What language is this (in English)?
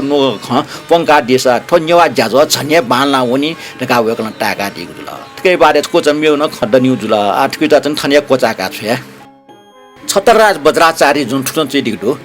Newari